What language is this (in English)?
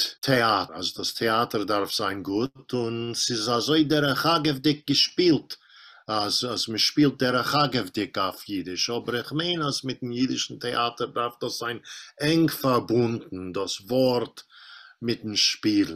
Yiddish